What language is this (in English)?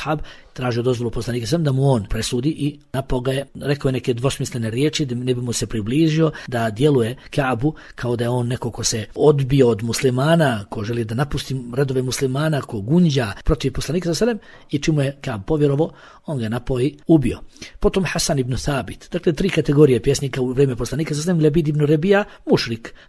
Bosnian